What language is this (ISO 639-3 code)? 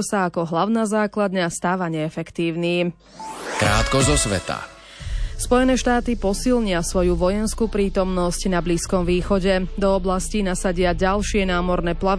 slk